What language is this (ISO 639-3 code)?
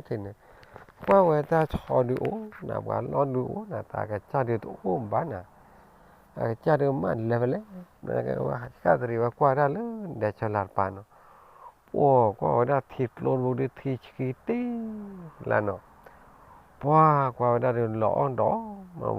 ksw